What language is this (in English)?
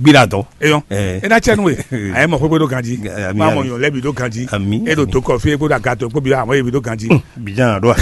Fon